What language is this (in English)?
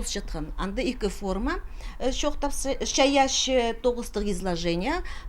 Khakas